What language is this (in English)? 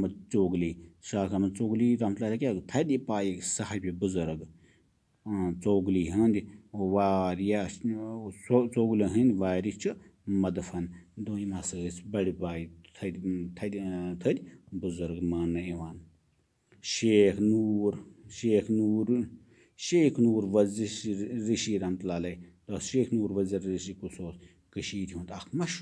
Kashmiri